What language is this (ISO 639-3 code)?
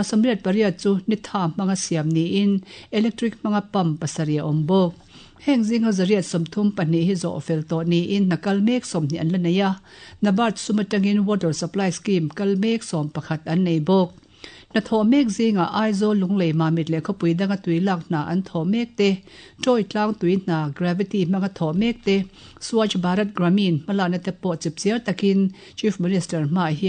lus